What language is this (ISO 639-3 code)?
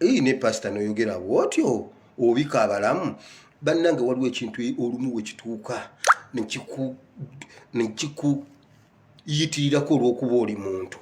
lug